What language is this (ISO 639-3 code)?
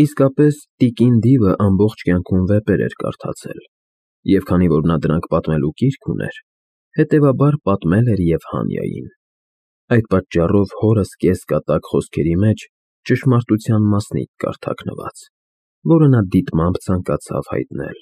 hye